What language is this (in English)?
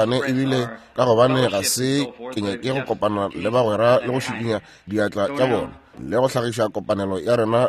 Northern Sotho